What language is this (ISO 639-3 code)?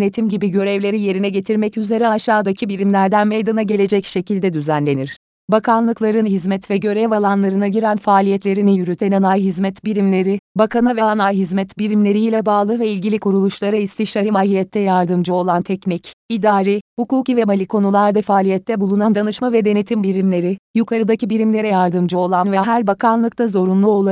tur